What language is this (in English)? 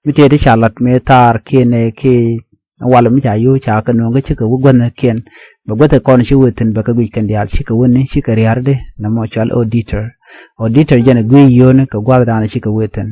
Nuer